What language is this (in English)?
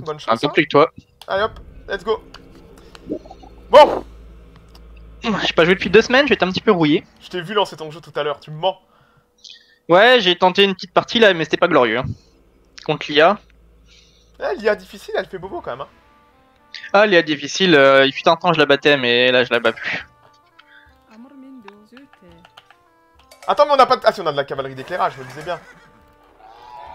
French